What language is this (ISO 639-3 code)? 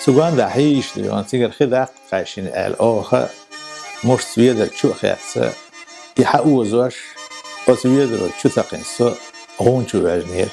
che